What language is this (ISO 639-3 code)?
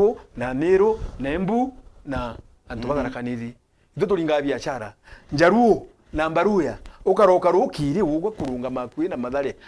mer